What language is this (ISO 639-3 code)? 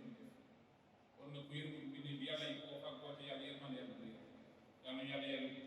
wol